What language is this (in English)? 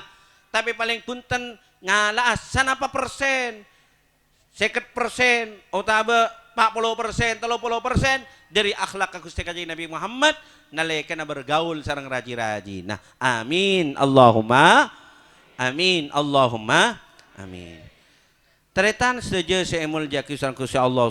Madurese